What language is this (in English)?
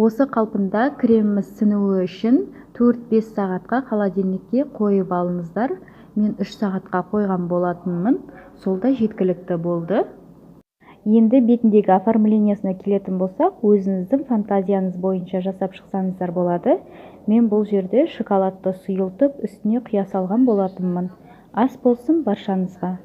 Kazakh